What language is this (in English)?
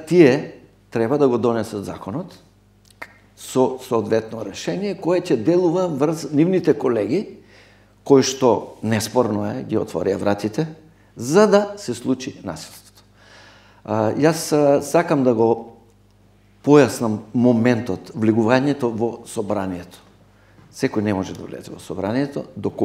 Macedonian